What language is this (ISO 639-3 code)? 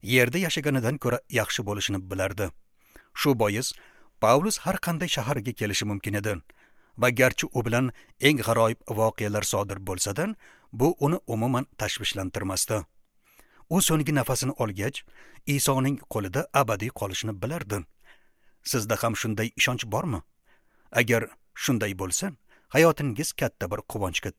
uzb